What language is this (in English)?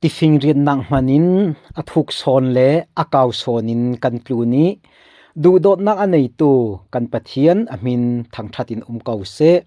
Falam Chin